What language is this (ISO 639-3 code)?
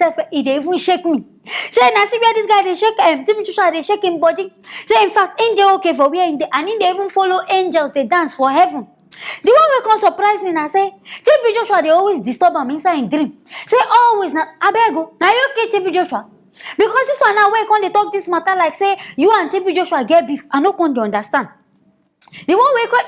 pcm